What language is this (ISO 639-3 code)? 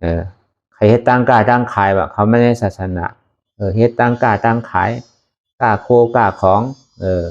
shn